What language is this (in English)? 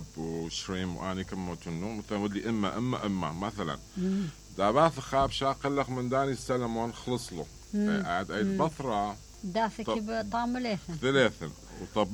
Mesopotamian Arabic